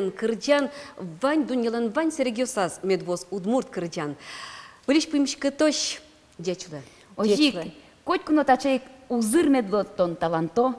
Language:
Udmurt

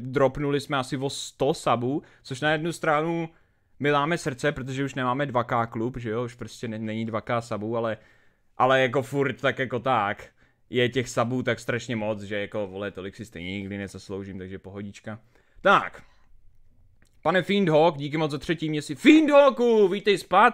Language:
Czech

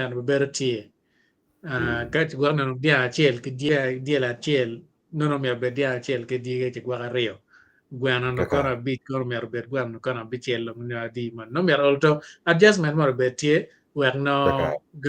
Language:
Acoli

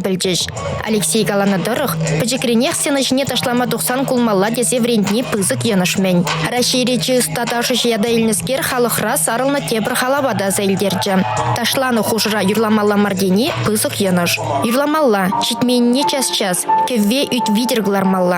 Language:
Chuvash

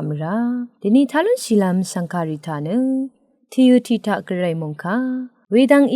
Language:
Rawang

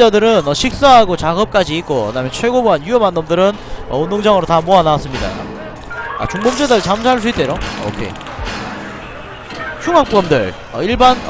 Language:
Korean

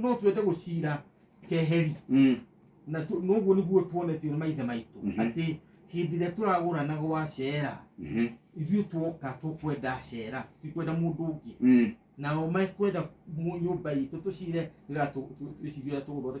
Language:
Kikuyu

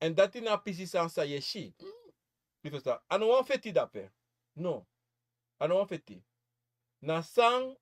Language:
Sranan Tongo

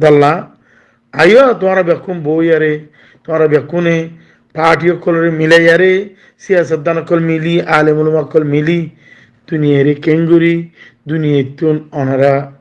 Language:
Rohingya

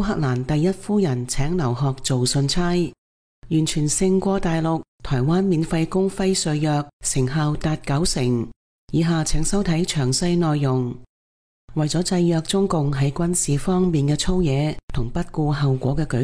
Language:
Cantonese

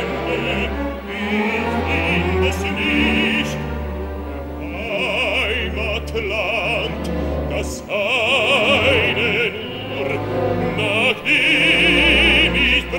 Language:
German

